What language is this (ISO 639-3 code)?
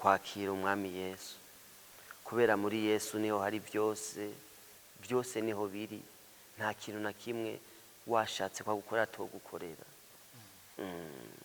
run